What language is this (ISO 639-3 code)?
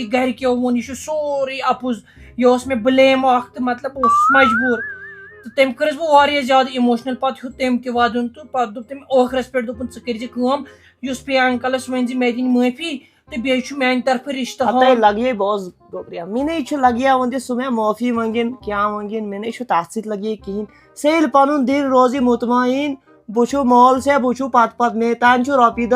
kas